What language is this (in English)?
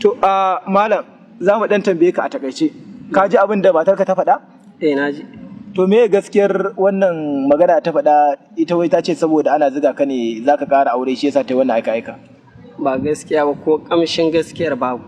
Hausa